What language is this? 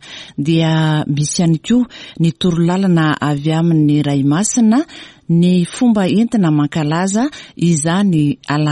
Malagasy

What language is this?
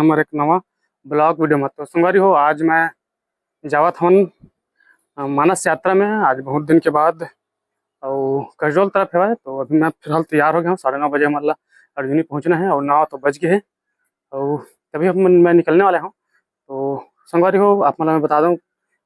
Chhattisgarhi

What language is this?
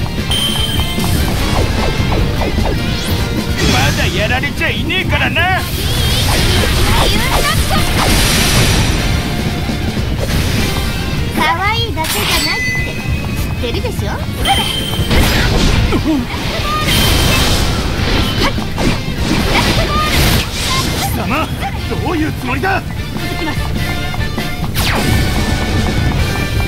Japanese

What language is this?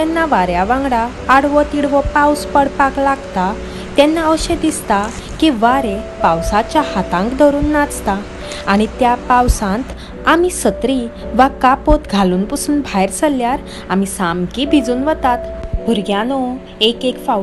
Konkani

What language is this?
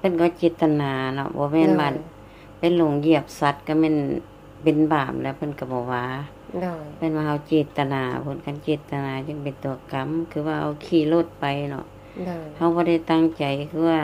Lao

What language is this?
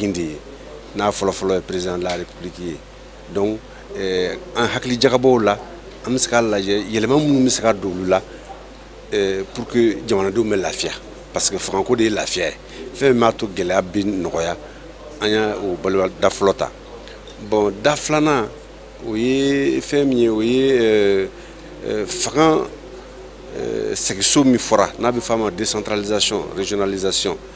Bambara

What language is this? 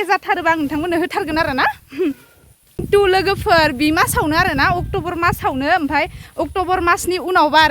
Bodo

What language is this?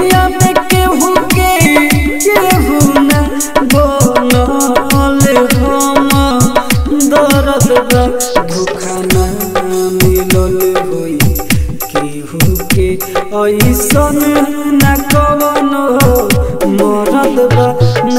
Bhojpuri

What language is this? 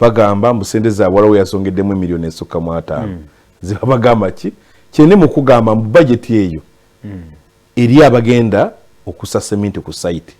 Ganda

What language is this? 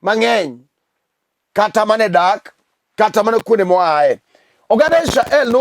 Luo (Kenya and Tanzania)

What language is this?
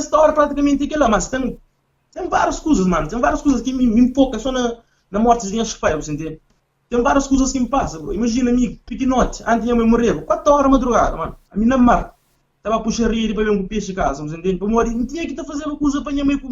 Kabuverdianu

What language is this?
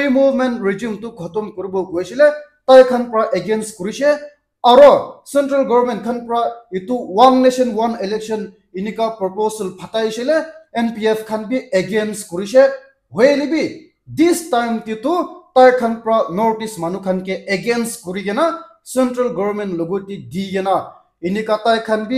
Naga Pidgin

